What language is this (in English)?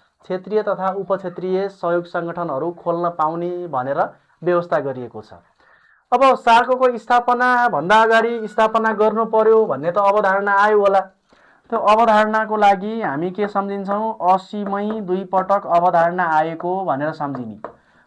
Nepali